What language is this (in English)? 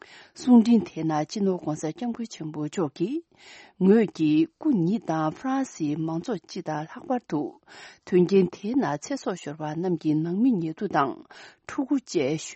Tibetan